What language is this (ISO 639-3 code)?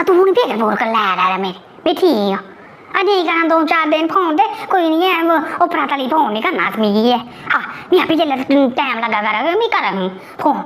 doi